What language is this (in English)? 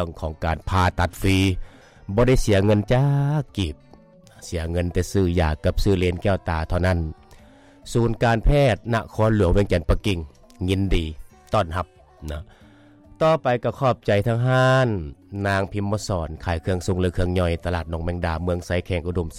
Lao